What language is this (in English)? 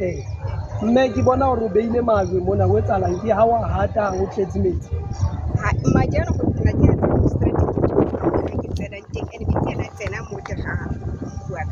Southern Sotho